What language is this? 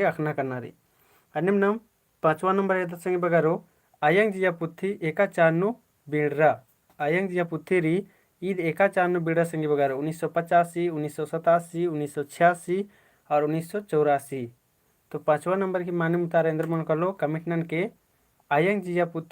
Kurukh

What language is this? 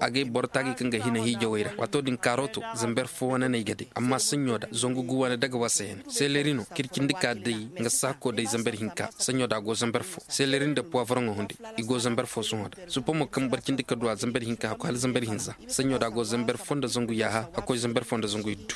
Koyraboro Senni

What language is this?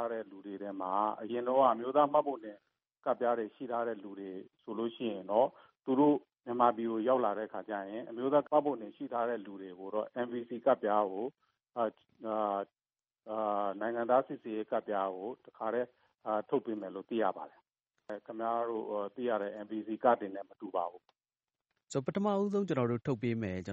Burmese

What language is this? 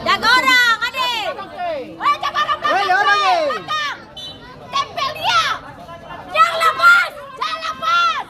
Ambonese Malay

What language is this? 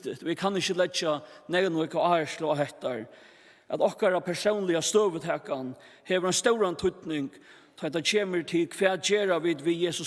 Faroese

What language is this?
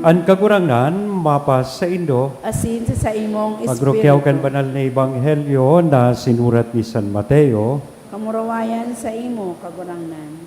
Bikol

